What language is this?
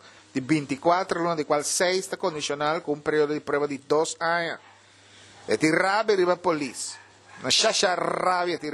Papiamento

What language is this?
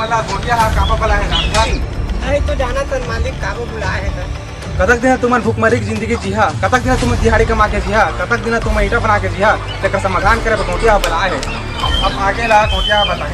Chhattisgarhi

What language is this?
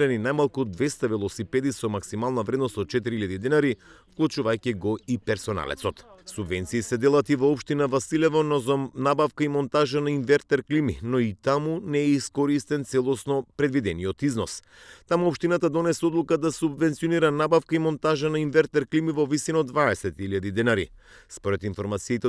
Macedonian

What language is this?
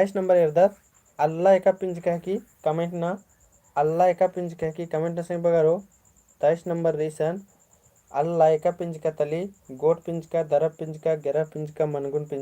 Kurukh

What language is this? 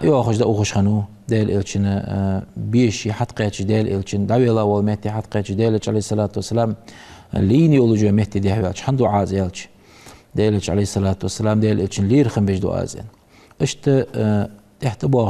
Ingush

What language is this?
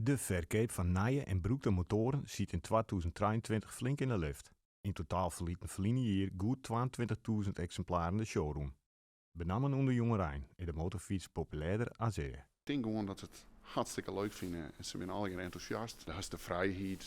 Western Frisian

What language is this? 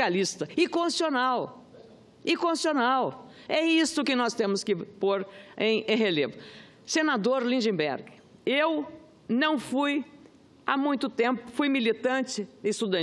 Portuguese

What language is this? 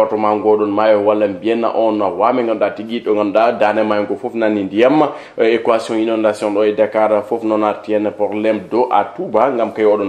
Fula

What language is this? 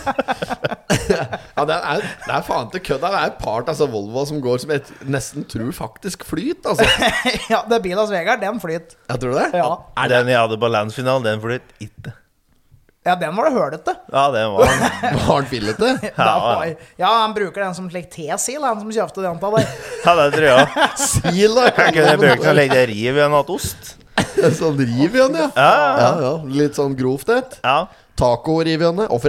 Norwegian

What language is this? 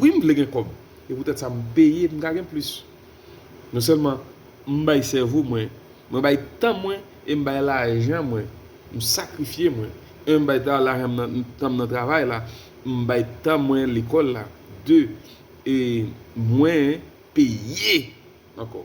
Haitian Creole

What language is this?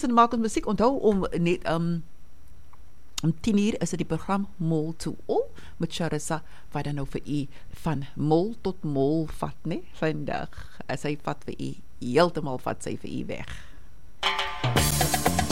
Afrikaans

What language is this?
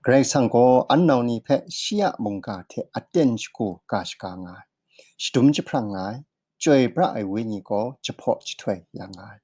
Kachin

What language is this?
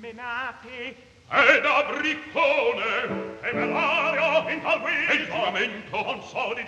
Italian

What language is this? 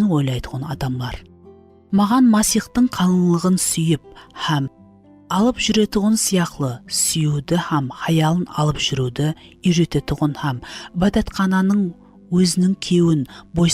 Kara-Kalpak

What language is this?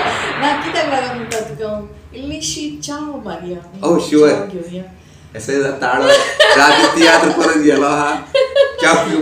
Konkani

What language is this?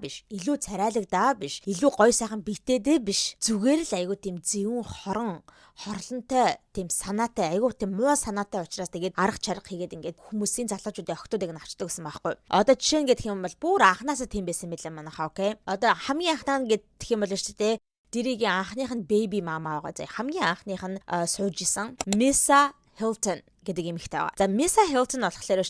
Mongolian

